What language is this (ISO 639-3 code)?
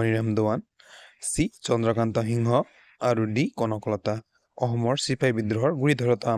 asm